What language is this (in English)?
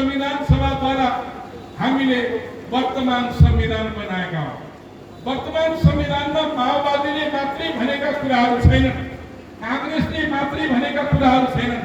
Nepali